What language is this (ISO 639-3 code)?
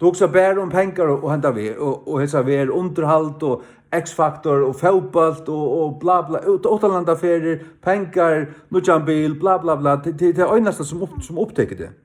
fao